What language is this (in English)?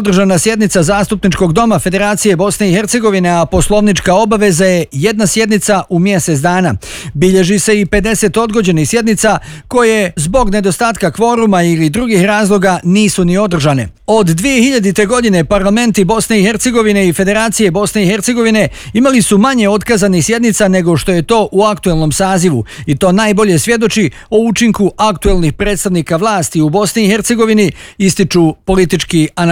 Bosnian